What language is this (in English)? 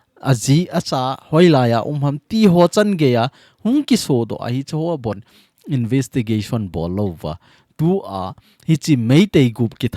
Thado Chin